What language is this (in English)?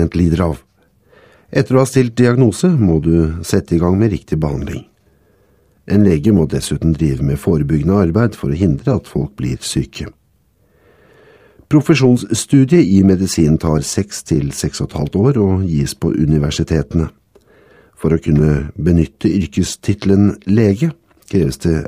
Norwegian